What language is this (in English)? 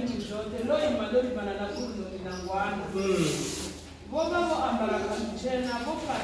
Venda